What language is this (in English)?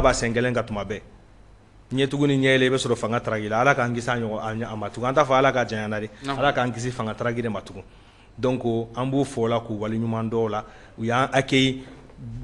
Bambara